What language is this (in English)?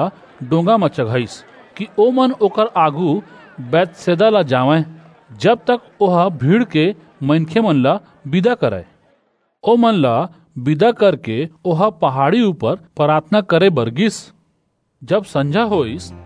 Chhattisgarhi